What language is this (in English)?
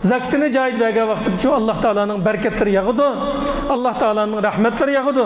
Uyghur